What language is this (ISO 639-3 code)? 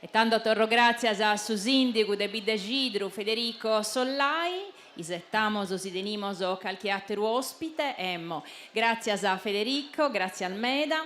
srd